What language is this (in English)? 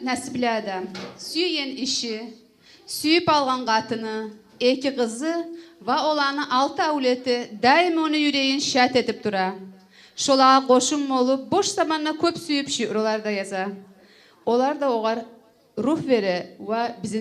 Kumyk